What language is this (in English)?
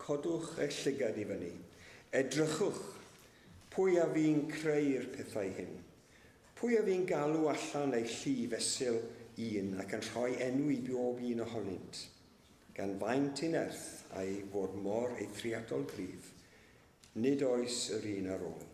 Welsh